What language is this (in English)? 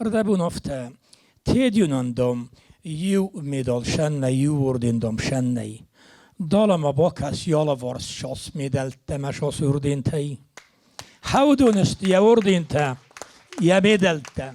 Ossetic